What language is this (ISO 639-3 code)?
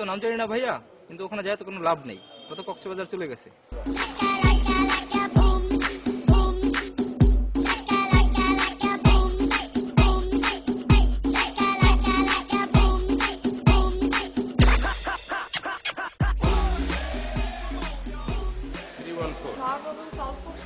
ben